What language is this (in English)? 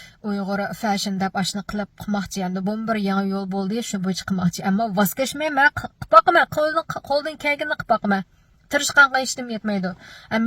Uyghur